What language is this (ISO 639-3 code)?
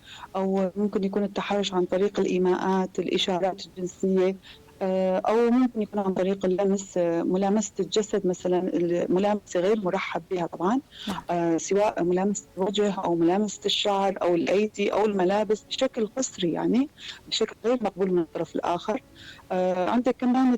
apc